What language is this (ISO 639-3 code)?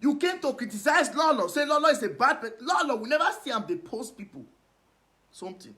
pcm